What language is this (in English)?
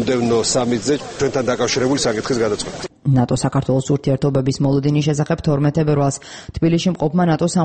Georgian